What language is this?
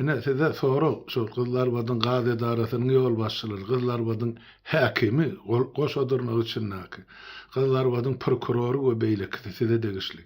Turkmen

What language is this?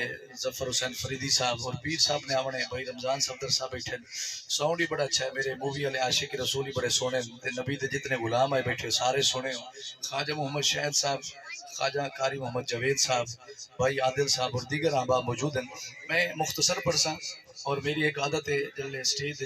Saraiki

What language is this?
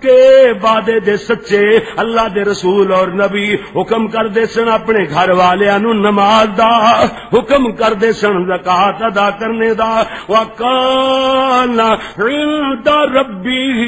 Western Panjabi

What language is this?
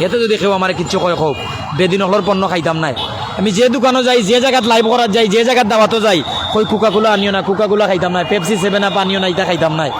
Sylheti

